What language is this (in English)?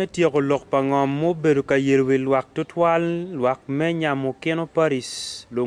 Acoli